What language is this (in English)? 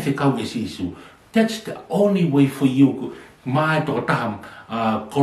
Tongan